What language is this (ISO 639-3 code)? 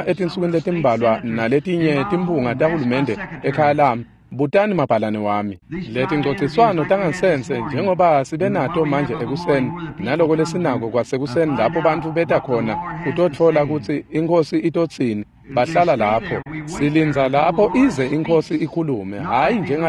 ssw